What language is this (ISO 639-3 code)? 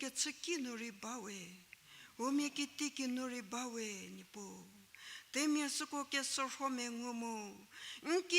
njm